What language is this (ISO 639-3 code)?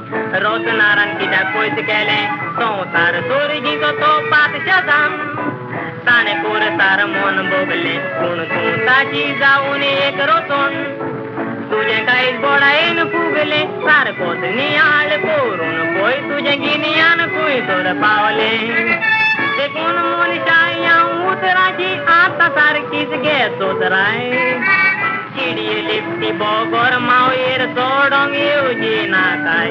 kok